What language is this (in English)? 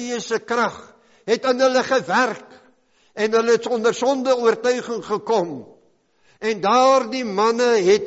Afrikaans